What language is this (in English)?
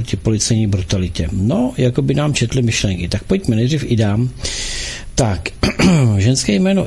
Czech